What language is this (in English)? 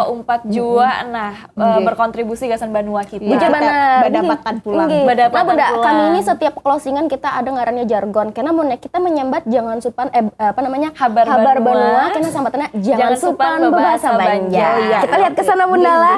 Banjar